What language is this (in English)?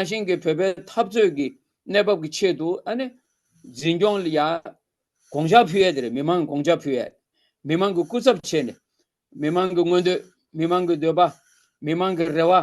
Tibetan